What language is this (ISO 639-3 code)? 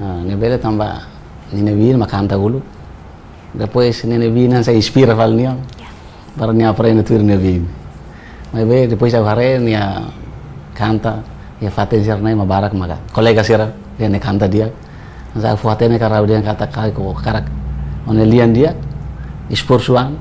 tet